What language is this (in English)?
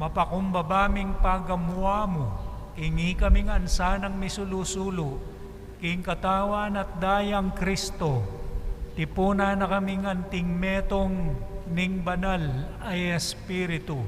Pampanga